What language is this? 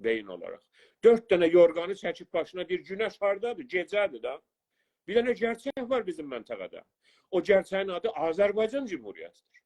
South Azerbaijani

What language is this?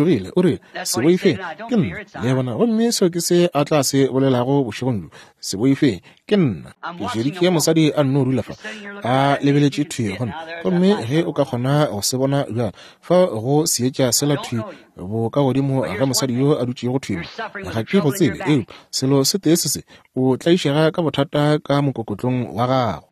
Northern Sotho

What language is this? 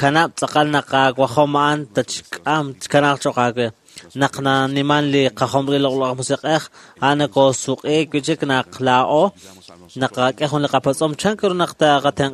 Kekchí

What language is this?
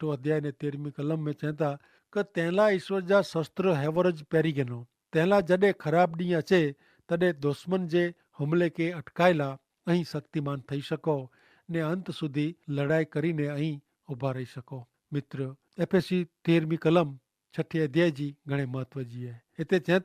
Kachhi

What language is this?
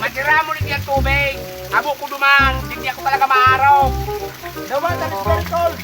Bikol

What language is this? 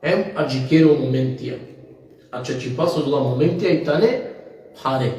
Balkan Romani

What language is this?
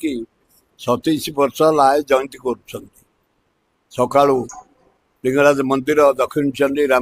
Odia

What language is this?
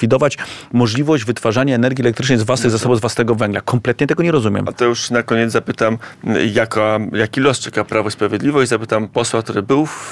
Polish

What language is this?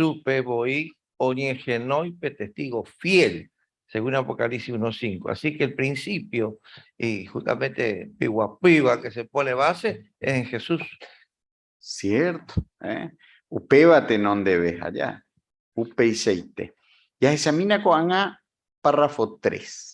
Guarani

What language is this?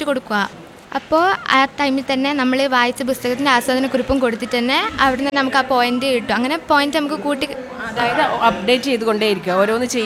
Malayalam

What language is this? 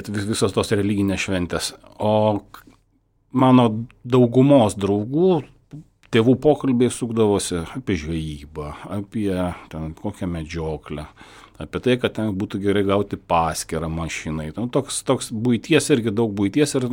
Lithuanian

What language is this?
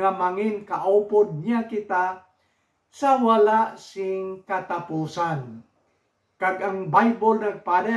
Hiligaynon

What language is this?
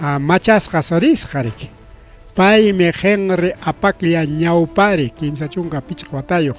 Ayacucho Quechua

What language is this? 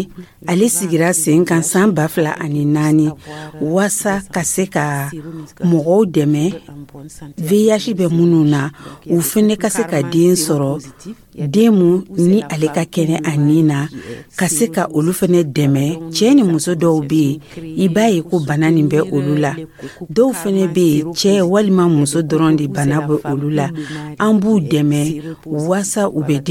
Dyula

